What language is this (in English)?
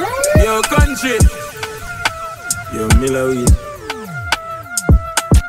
Jamaican Creole English